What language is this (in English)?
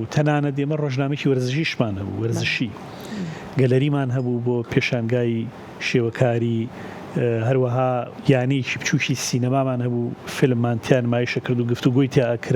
Central Kurdish